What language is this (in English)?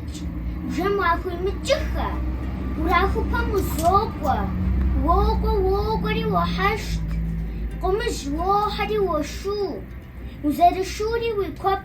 Kabardian